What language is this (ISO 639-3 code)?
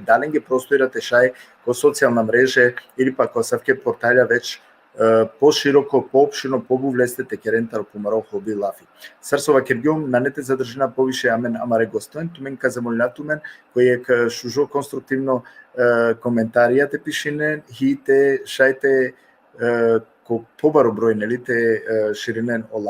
rmn